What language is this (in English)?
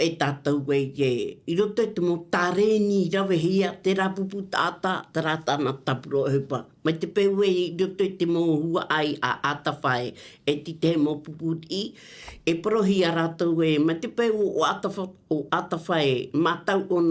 Tahitian